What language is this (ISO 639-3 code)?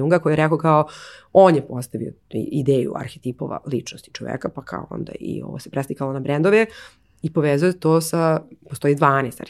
srp